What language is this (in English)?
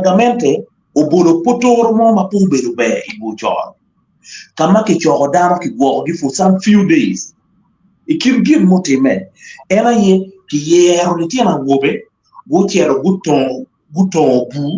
Acoli